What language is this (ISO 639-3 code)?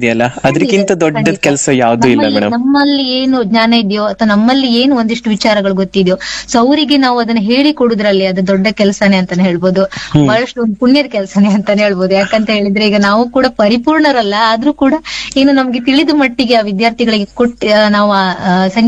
kan